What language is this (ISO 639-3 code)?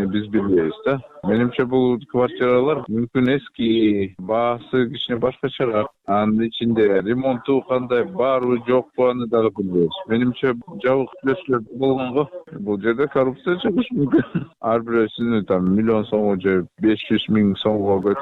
kir